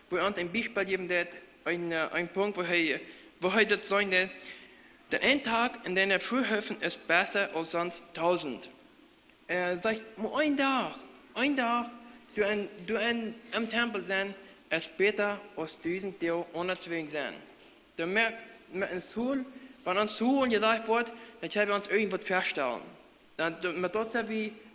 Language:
Plautdietsch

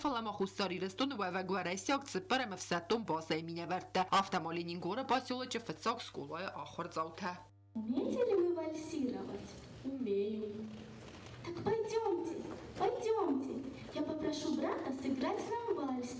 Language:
Ossetic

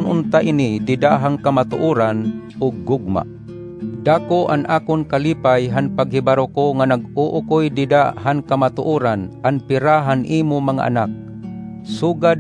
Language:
Waray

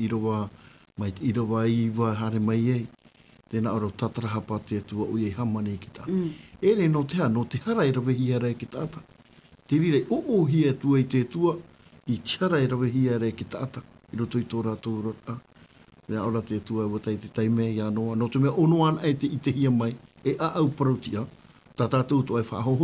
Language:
Tahitian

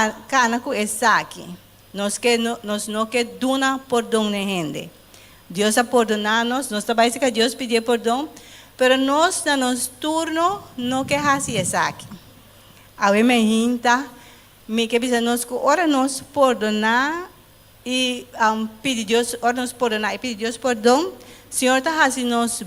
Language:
Papiamento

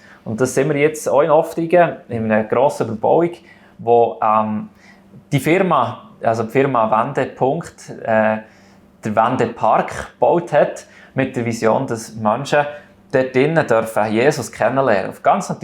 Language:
Swiss German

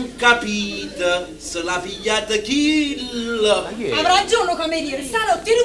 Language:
Neapolitan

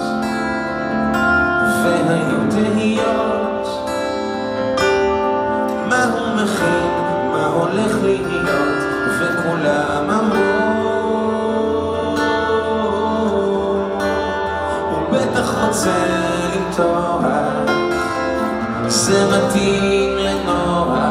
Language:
Hebrew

